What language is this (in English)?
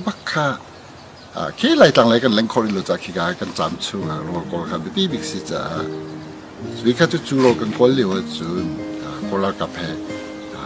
Hakha Chin